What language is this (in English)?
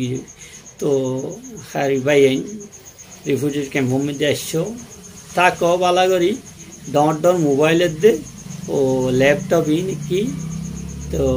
Rohingya